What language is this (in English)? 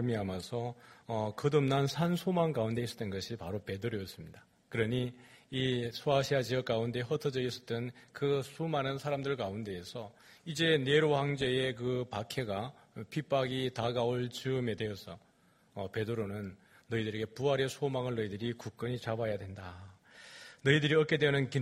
Korean